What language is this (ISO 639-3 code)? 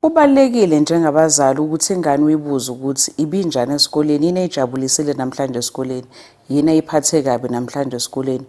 zul